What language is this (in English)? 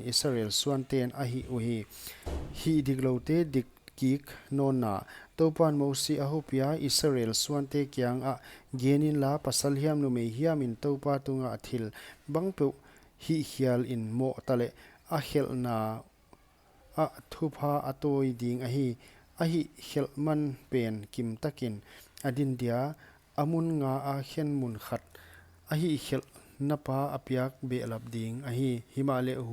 Paite Chin